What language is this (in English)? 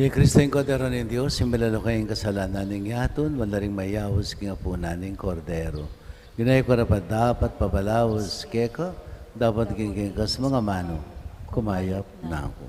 Pampanga